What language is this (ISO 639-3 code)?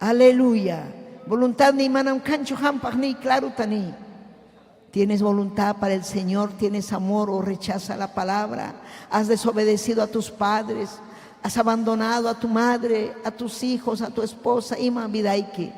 quy